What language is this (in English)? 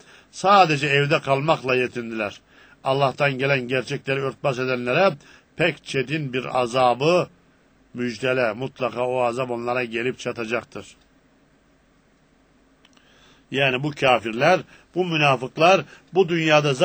Turkish